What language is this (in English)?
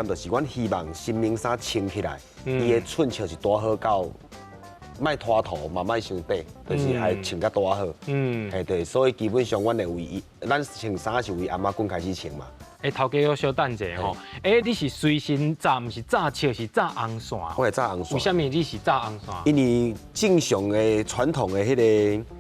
Min Nan Chinese